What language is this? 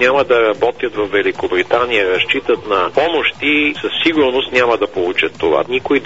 Bulgarian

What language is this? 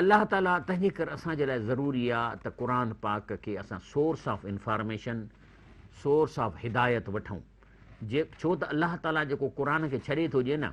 Sindhi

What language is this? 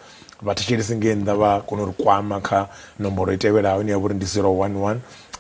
Venda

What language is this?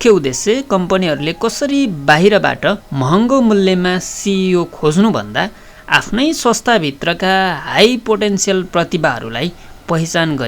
Nepali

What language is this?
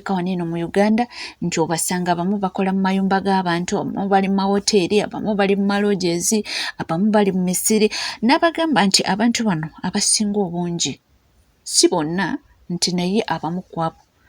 Ganda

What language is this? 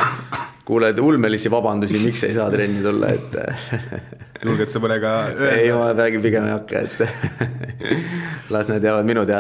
Estonian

